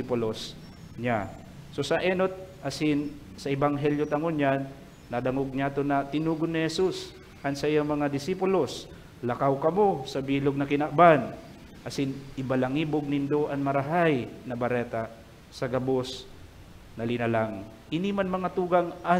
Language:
Bikol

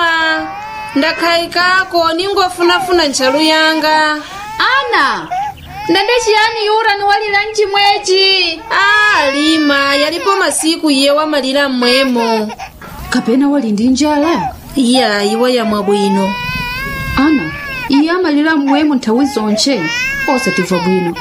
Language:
Nyanja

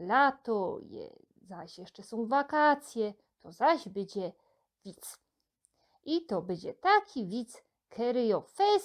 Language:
Silesian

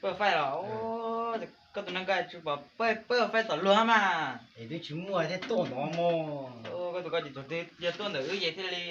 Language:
Hmong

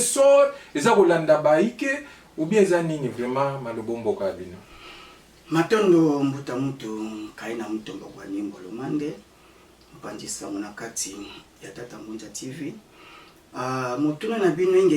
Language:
Lingala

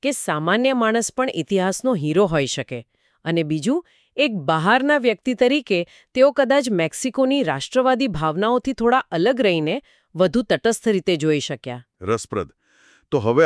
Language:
Gujarati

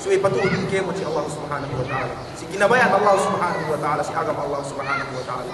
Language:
Yakan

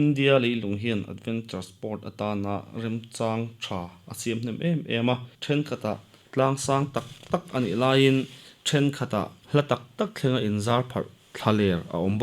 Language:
Mizo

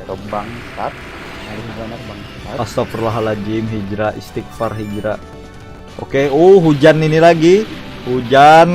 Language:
Banjar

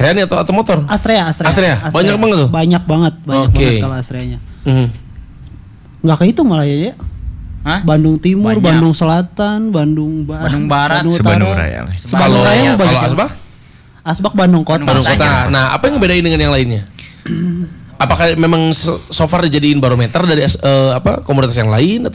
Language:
Indonesian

